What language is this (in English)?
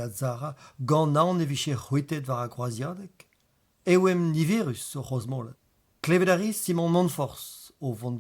Breton